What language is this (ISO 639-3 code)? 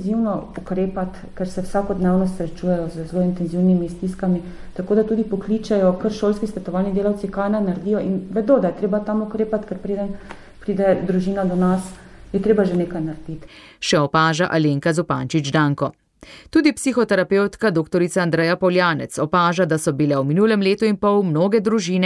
slv